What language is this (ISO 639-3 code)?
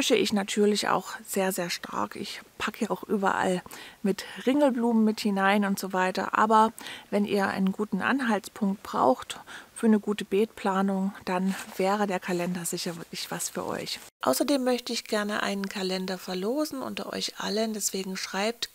deu